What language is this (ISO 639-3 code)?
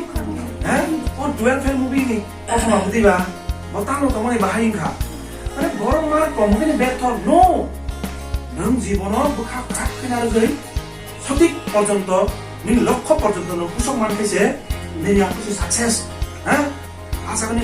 trp